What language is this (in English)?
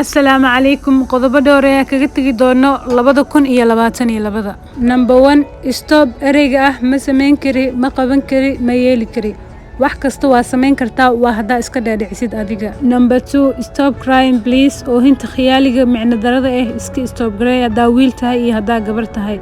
Somali